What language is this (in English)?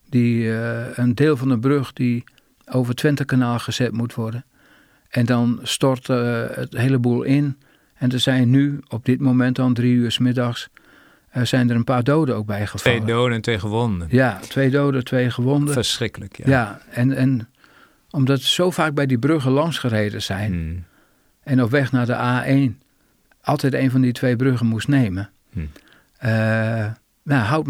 Dutch